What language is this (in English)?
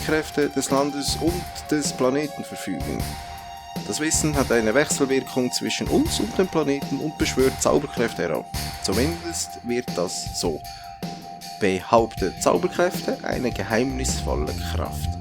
Swiss German